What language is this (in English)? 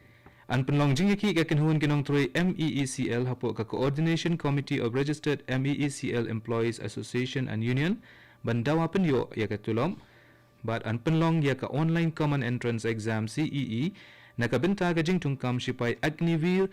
Khasi